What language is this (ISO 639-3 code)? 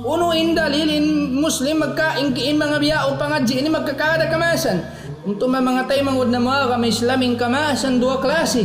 tsg